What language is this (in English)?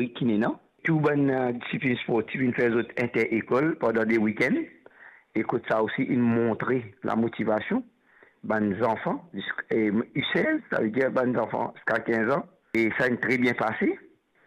Morisyen